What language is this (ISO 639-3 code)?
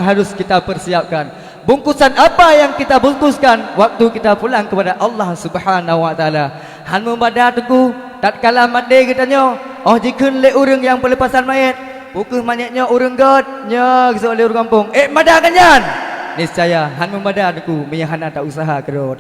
ace